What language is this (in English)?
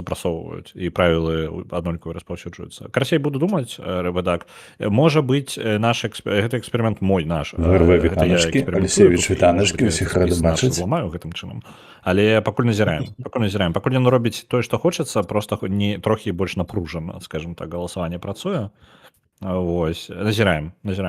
Belarusian